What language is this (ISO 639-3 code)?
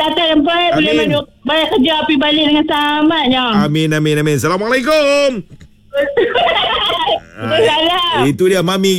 msa